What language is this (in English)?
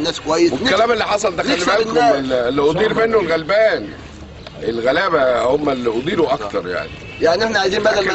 Egyptian Arabic